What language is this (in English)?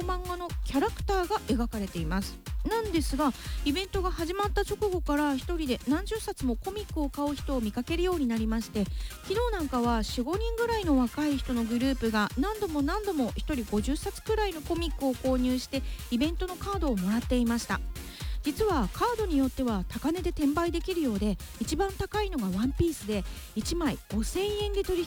Japanese